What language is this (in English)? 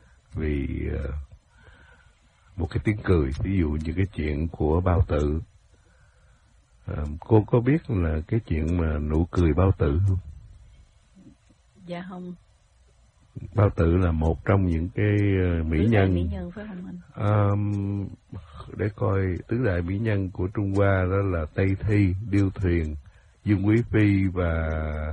Vietnamese